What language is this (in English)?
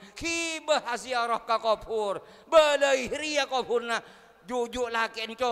Madurese